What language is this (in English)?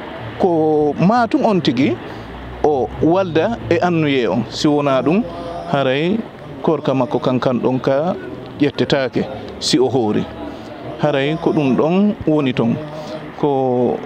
Fula